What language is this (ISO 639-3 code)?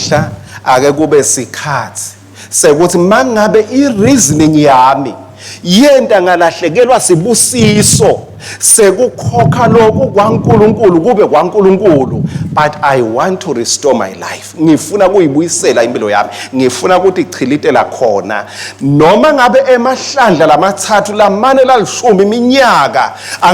ssw